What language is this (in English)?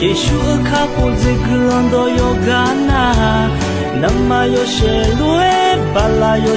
Akha